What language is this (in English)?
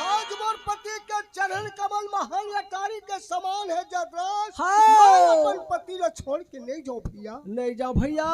Chhattisgarhi